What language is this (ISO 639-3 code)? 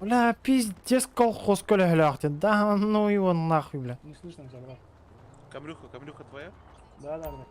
sah